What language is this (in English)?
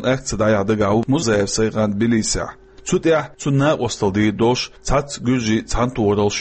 Chechen